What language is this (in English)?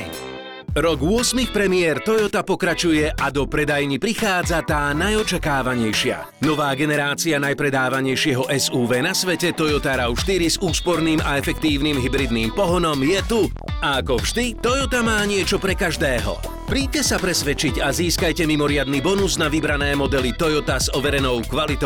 Slovak